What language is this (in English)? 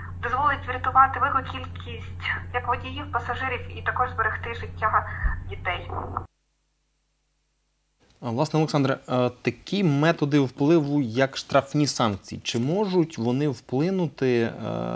Ukrainian